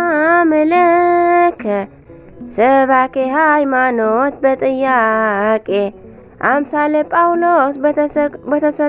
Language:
Tigrinya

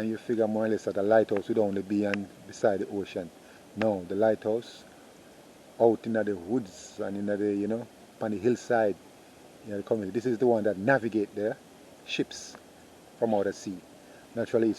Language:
Jamaican Creole English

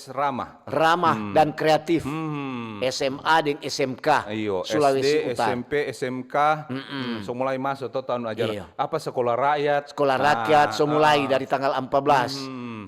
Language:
Manado Malay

